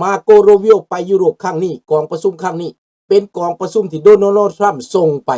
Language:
Lao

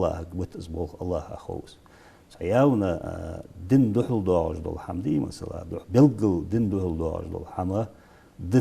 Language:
Ingush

